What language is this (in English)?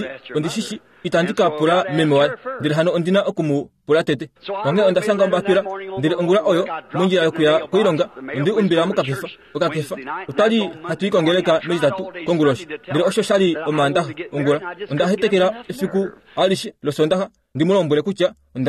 Kuanyama